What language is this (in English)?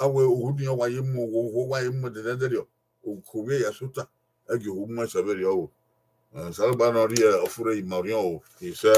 Bini